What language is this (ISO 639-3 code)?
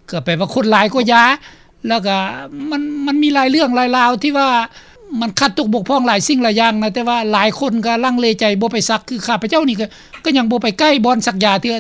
lao